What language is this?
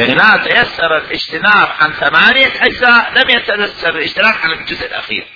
Mesopotamian Arabic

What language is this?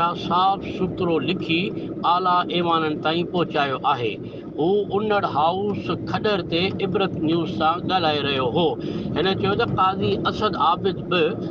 Sindhi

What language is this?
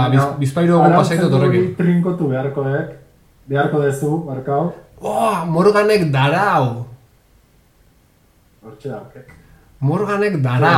Basque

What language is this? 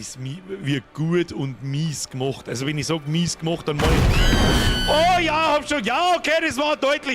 Bavarian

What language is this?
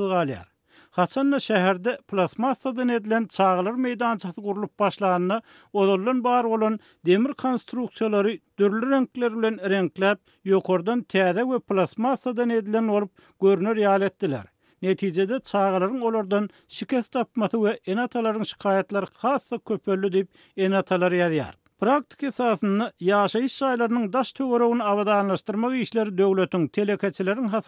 Turkmen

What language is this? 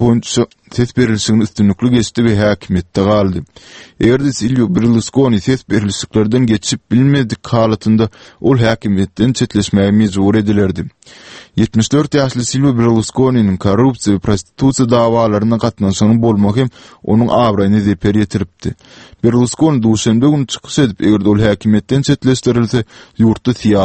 Turkmen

